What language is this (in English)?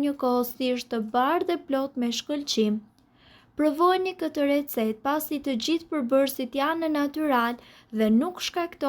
Albanian